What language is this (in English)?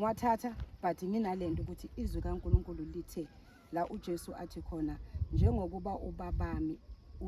Zulu